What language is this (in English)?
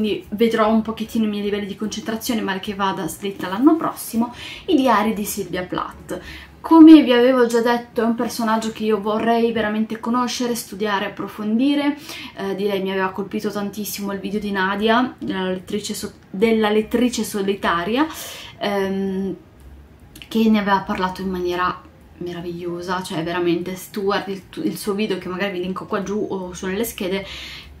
Italian